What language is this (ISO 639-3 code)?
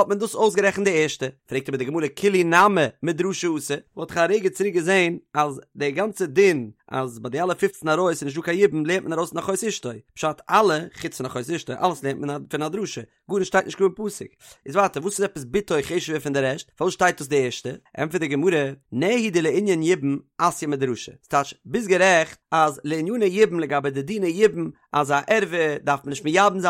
yid